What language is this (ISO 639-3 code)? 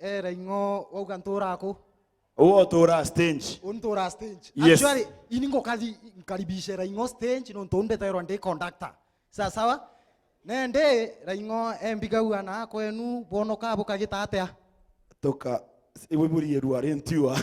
mer